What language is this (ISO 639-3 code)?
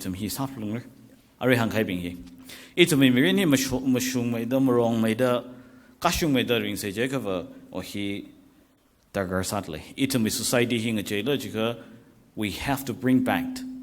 nmf